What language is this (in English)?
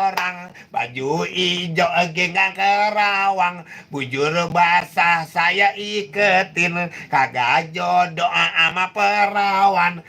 Betawi